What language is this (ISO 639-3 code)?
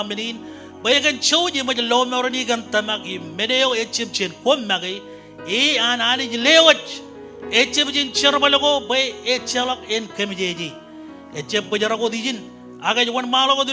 mah